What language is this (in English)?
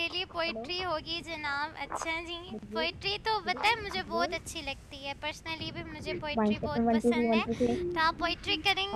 Hindi